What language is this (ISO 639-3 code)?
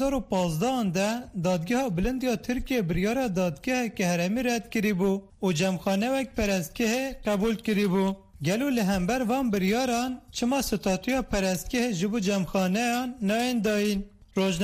kur